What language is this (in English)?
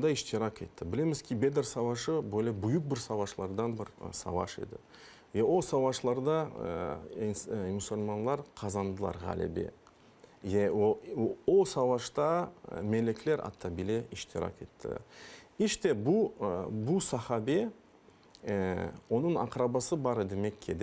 Crimean Tatar